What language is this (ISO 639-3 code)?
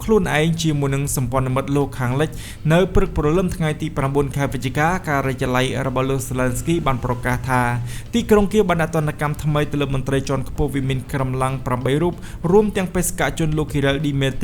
khm